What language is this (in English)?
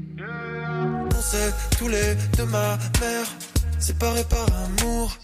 French